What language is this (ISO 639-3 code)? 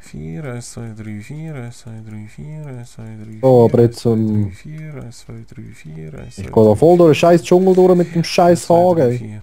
gsw